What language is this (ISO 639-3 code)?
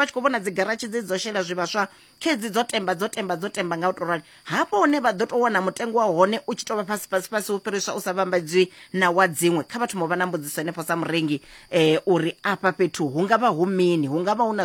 ven